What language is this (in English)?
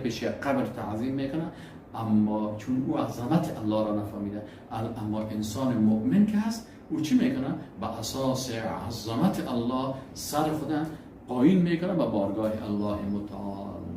Persian